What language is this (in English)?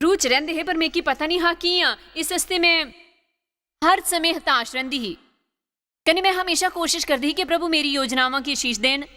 Dogri